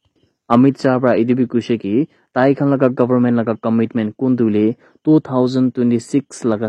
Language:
Naga Pidgin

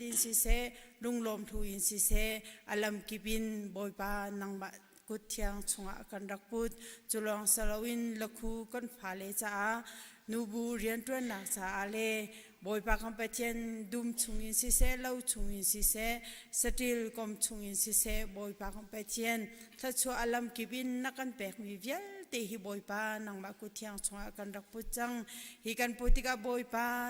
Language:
Hakha Chin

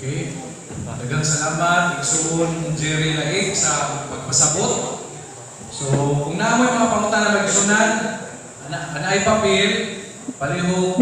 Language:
Cebuano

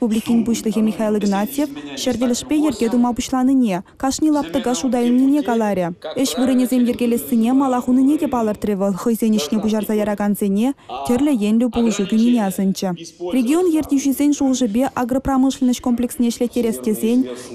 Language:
Chuvash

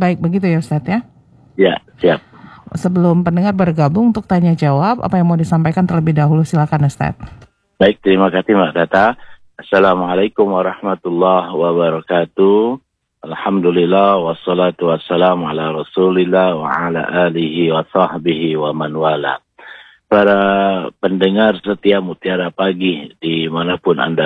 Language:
Indonesian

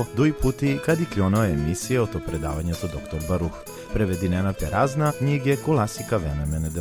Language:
Balkan Romani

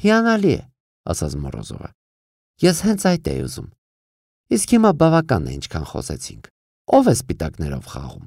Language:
Armenian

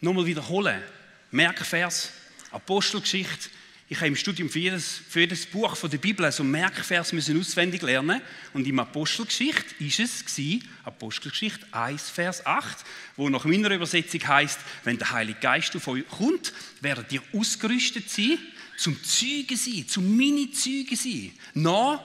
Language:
Swiss German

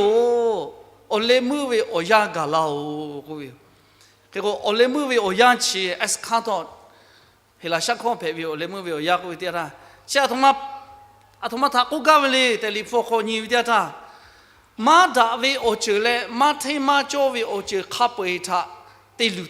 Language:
Lahu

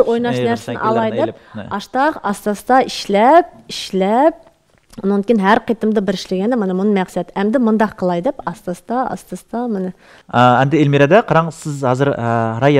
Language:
Uyghur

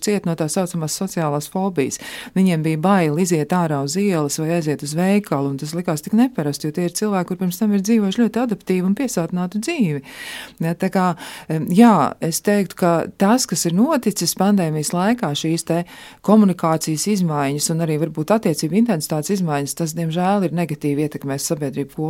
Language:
Latvian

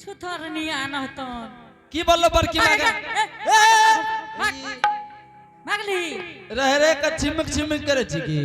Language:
Angika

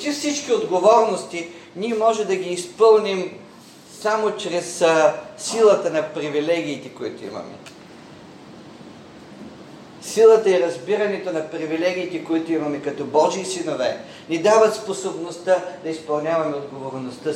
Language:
Bulgarian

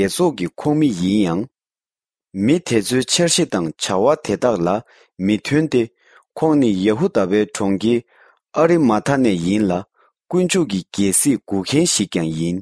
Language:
Tibetan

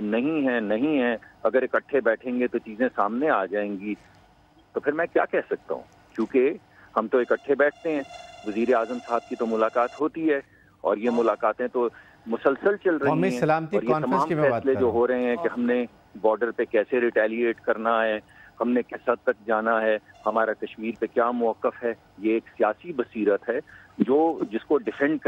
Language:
Urdu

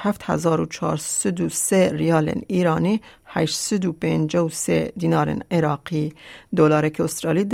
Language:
Kurdish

